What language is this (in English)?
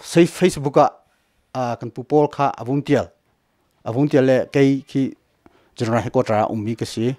Hakha Chin